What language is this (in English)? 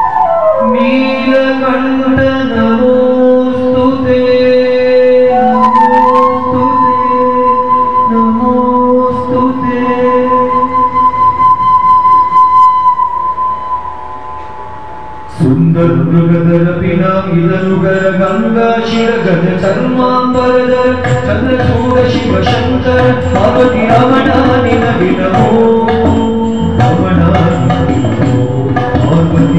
Kannada